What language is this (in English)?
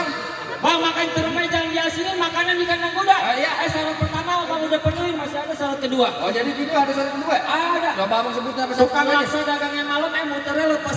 Betawi